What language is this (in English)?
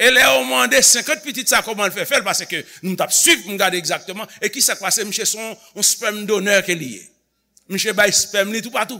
Haitian Creole